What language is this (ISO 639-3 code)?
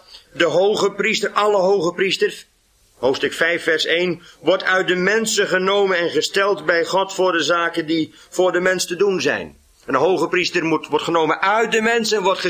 nld